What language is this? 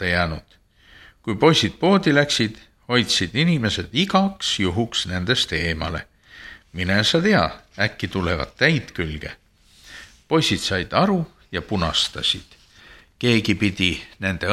Estonian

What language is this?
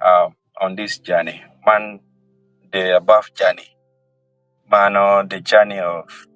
Acoli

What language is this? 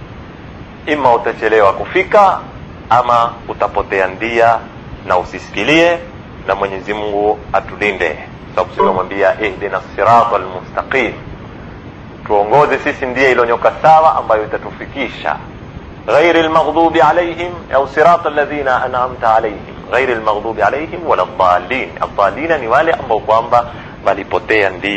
Swahili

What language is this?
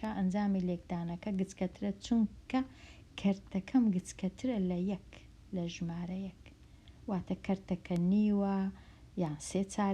Central Kurdish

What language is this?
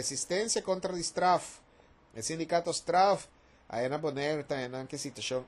Papiamento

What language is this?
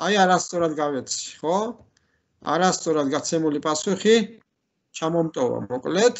Georgian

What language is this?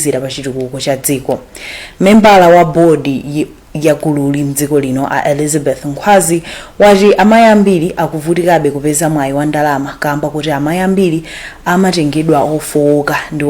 Nyanja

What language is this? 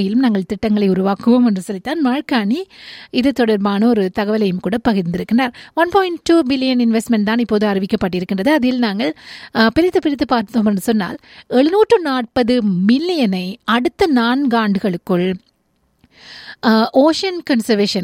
Tamil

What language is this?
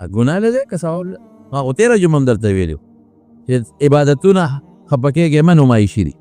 Pashto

